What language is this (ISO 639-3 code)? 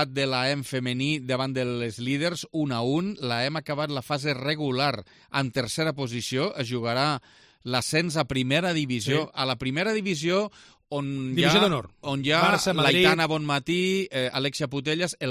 cat